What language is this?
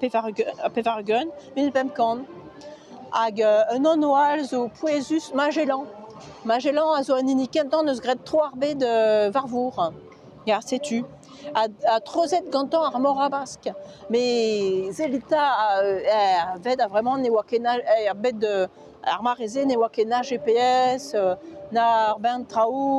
Breton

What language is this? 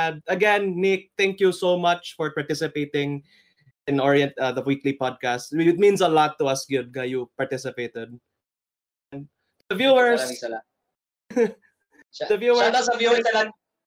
Filipino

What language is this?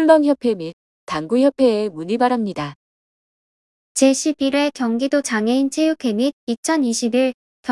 Korean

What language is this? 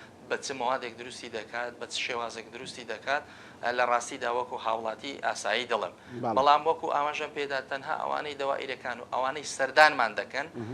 Central Kurdish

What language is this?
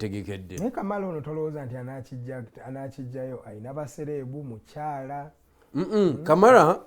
Ganda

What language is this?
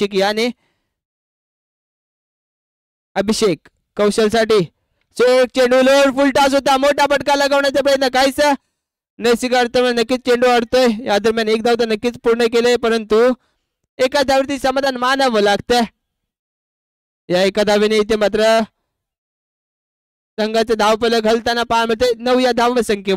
Marathi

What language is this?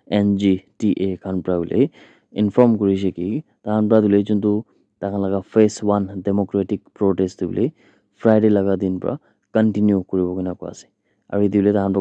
Naga Pidgin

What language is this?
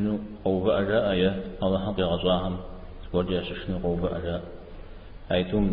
Kabardian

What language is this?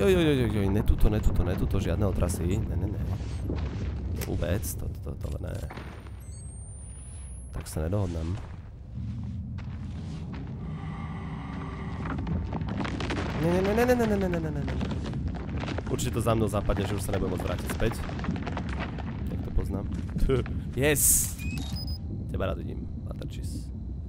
Slovak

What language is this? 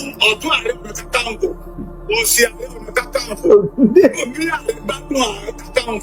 Yoruba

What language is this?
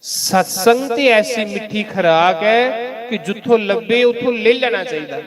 Dogri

